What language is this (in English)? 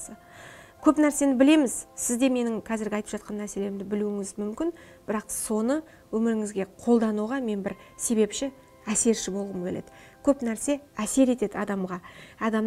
Kazakh